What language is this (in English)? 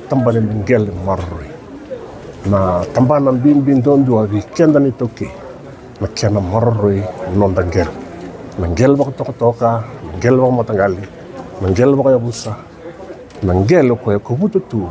Fijian